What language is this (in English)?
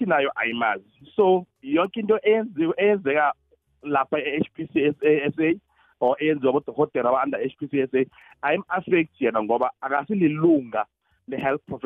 South Ndebele